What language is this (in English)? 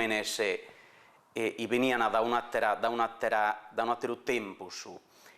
Sardinian